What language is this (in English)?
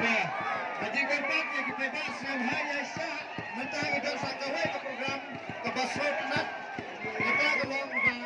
Khasi